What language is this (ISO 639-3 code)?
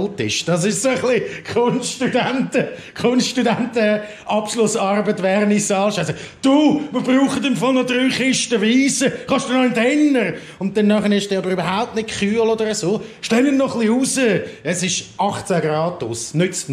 gsw